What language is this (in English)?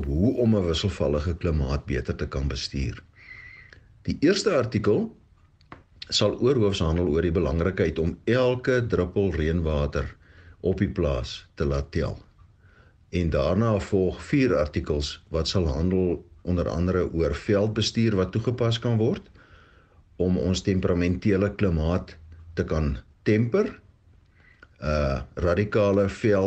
Afrikaans